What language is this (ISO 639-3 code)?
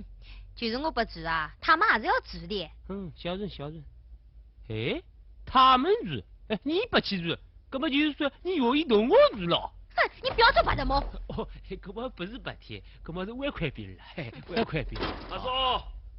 wuu